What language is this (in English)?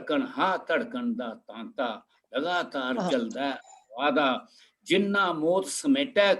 Dogri